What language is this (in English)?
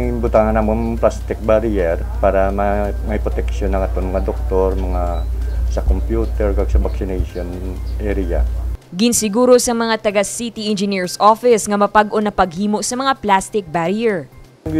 Hiligaynon